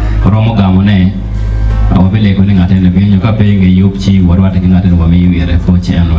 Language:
Acoli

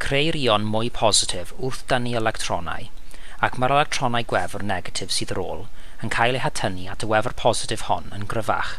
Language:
Welsh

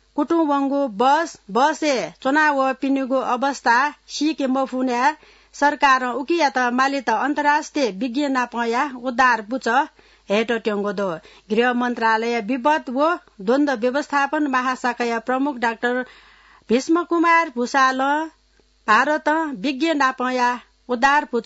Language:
Newari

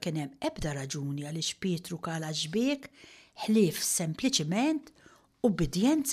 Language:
Maltese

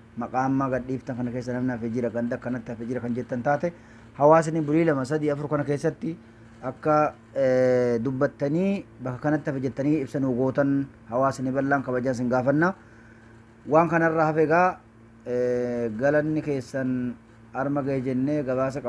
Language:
Oromo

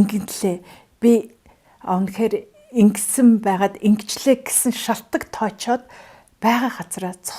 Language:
Mongolian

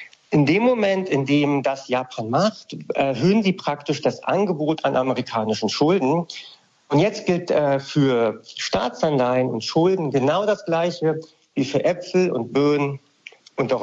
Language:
German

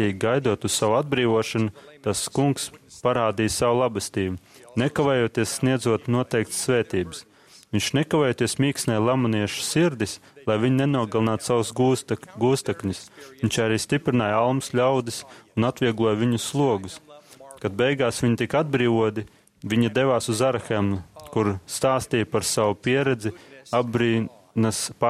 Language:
Latvian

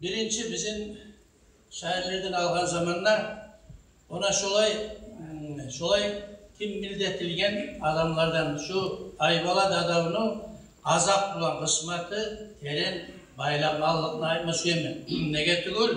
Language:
Kumyk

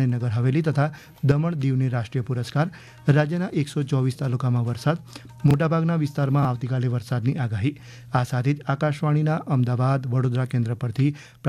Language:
Gujarati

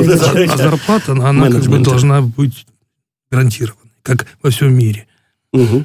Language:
Russian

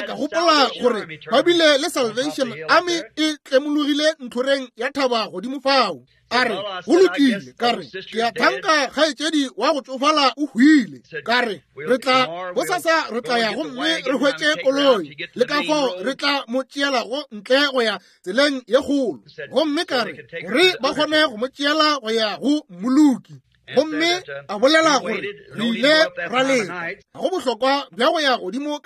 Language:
Northern Sotho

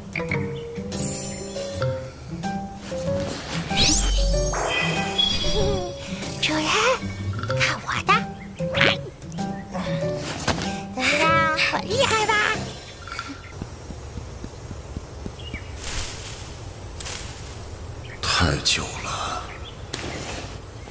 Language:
Chinese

